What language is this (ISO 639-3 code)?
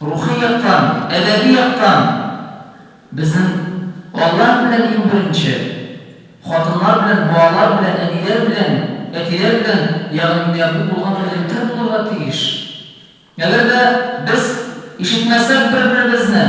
tat